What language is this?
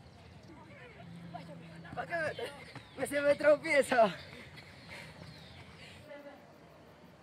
Spanish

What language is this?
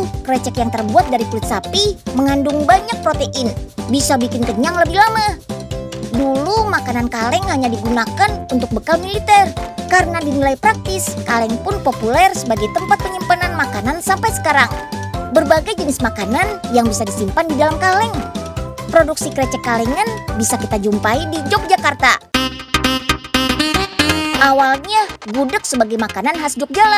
Indonesian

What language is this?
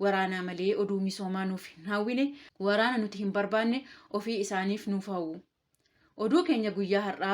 Oromo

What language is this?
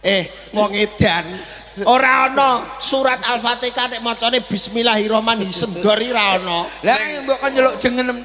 Javanese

